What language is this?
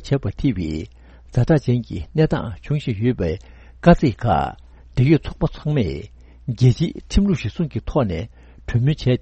Tibetan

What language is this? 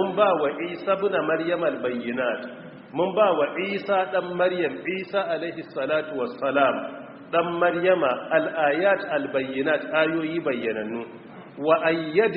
Hausa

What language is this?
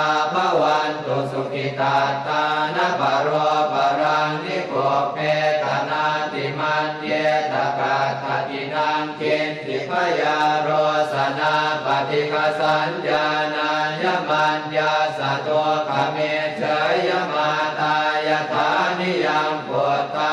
Pali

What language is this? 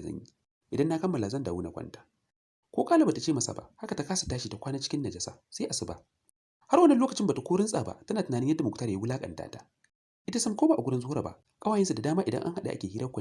Hausa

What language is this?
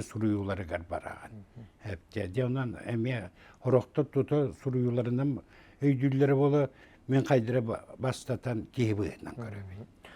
Yakut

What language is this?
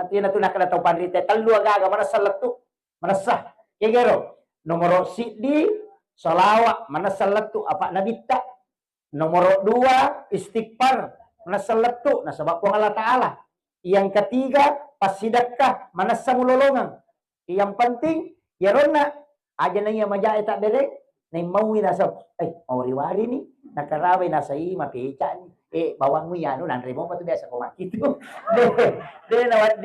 Buginese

